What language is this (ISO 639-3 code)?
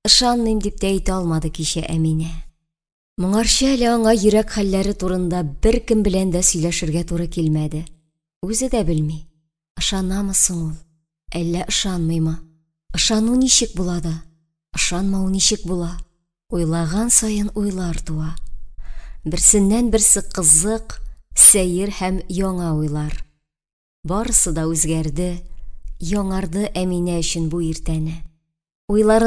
tat